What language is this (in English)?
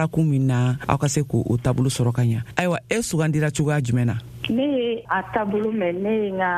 Bambara